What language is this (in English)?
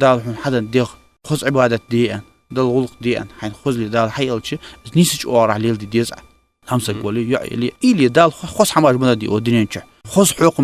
Ingush